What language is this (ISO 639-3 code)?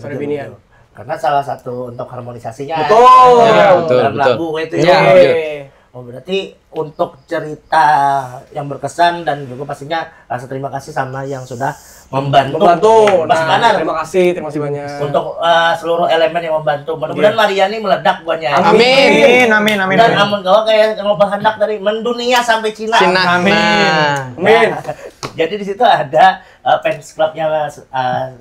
bjn